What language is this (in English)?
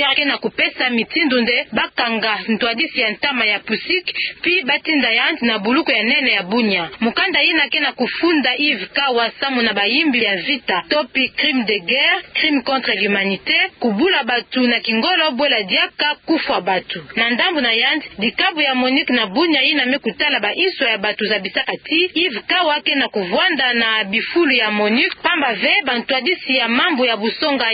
Kituba (Democratic Republic of Congo)